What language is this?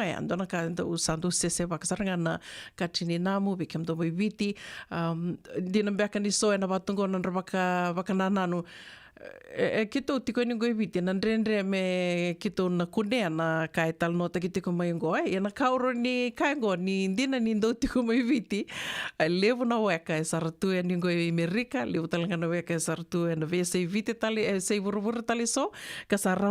Fijian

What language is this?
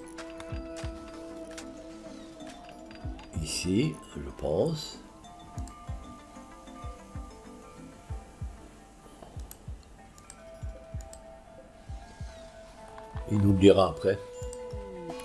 French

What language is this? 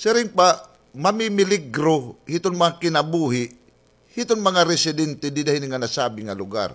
Waray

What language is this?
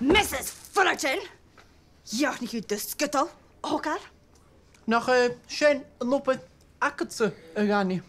Scottish Gaelic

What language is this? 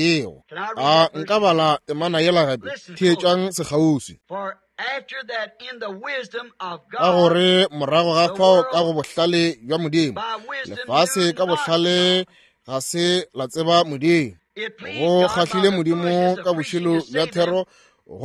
Northern Sotho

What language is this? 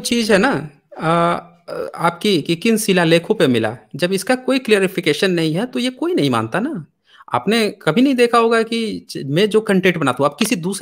Hindi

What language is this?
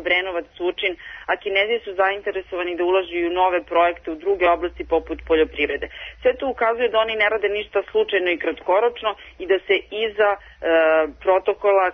Serbian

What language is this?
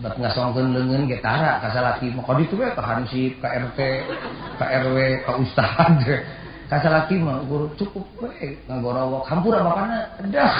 Sundanese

